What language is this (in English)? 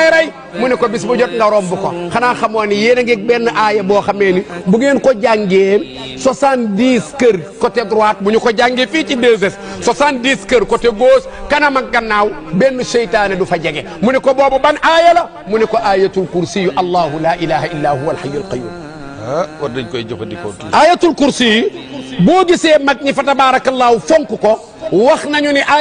Wolof